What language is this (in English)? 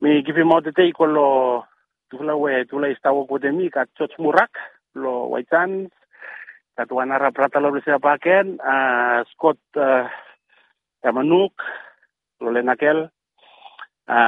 Bislama